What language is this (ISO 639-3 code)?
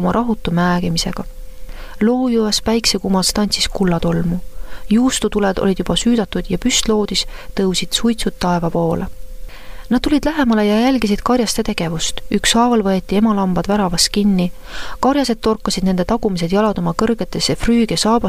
est